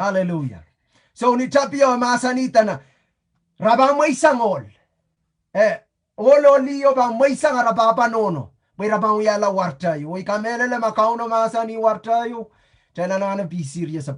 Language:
Pohnpeian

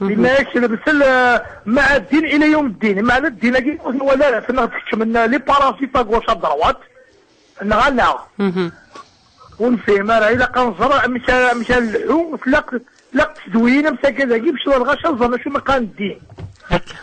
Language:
Kabyle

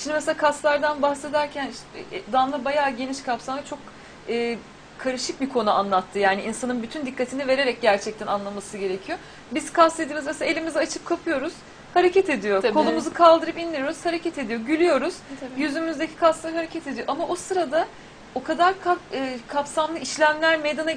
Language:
Turkish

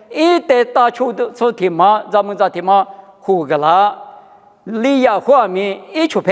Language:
Lisu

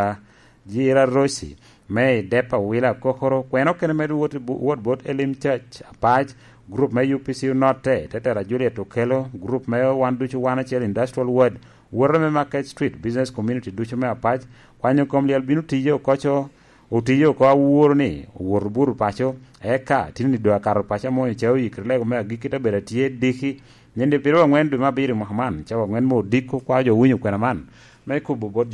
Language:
Lango (Uganda)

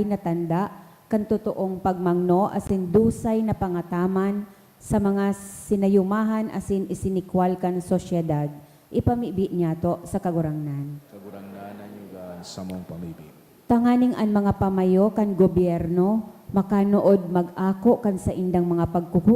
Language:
Bikol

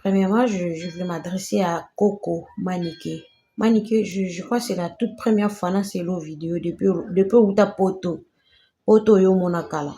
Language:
Lingala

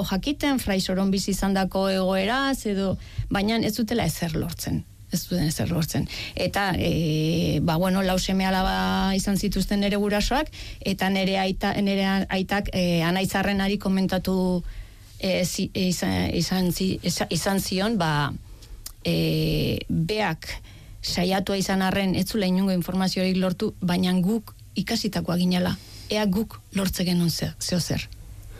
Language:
Basque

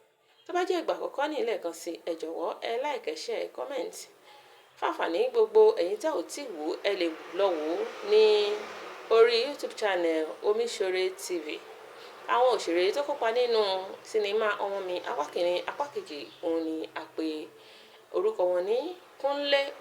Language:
Yoruba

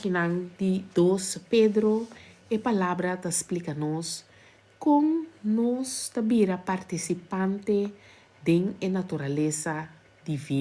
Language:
Papiamento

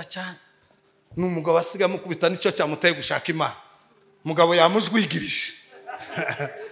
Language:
Kinyarwanda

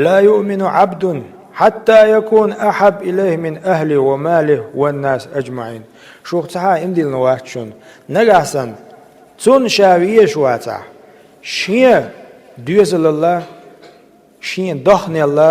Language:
Chechen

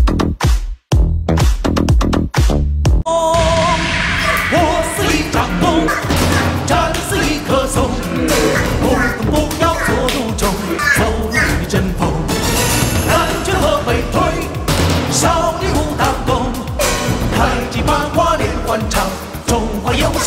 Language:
Chinese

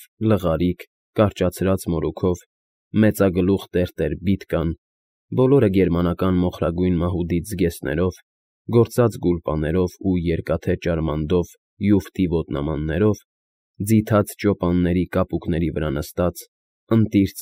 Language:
Armenian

